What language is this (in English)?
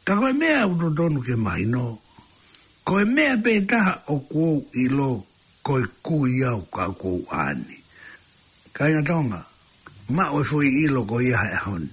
Tongan